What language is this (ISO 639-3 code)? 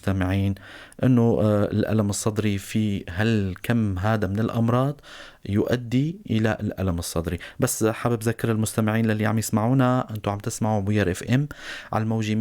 apc